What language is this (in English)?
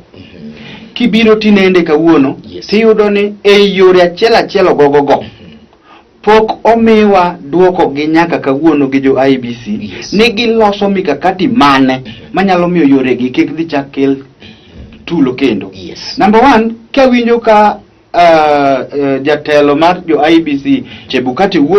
Luo (Kenya and Tanzania)